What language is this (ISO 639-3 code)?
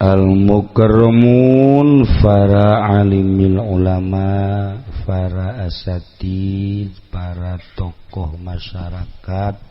sun